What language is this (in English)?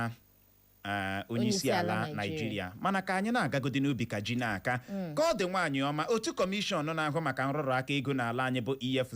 Igbo